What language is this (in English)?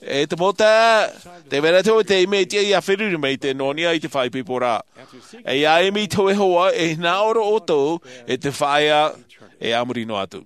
Tahitian